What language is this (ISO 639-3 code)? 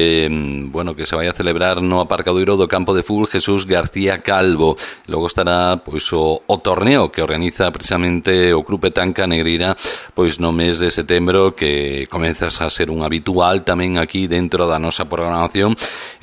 glg